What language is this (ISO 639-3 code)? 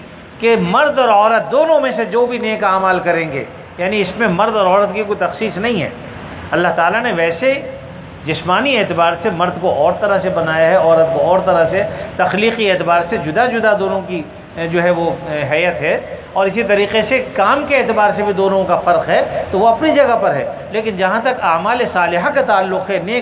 urd